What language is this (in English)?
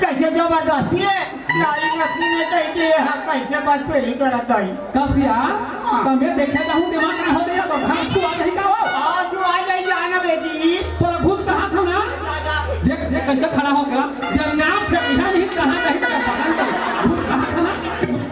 Chhattisgarhi